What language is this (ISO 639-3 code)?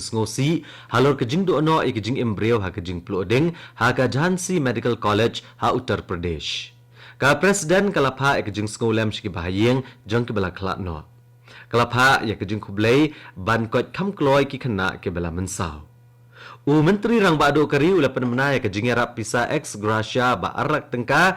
kha